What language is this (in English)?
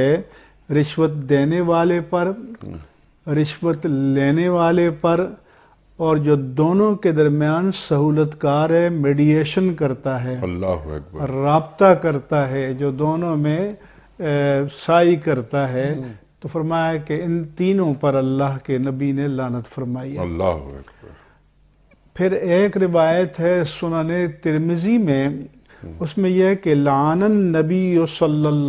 Urdu